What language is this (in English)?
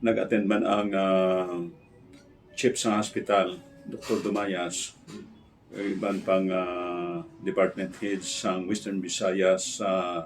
Hiligaynon